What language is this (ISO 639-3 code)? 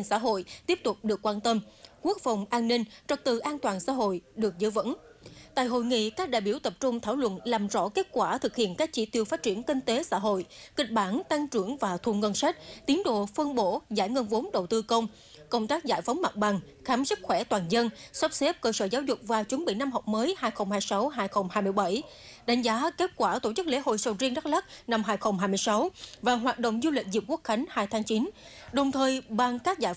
vie